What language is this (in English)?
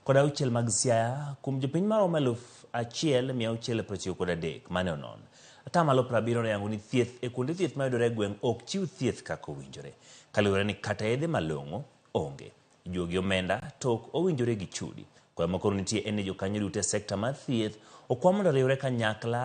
Luo (Kenya and Tanzania)